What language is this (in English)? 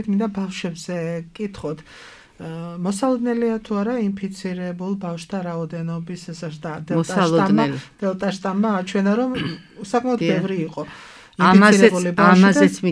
Georgian